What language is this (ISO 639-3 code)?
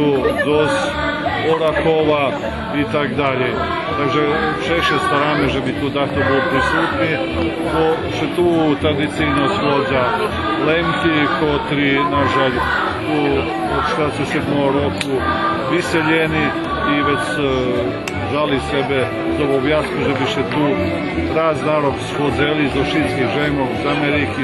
rue